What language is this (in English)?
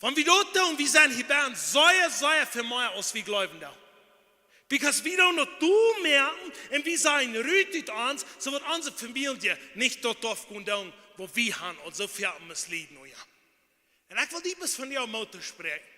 Plautdietsch